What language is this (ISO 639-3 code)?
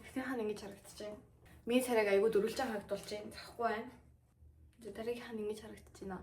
mon